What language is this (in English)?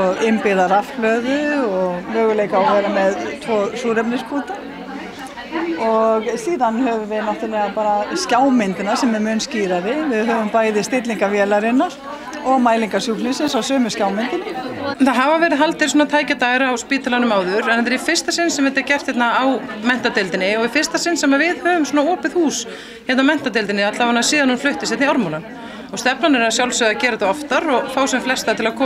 Icelandic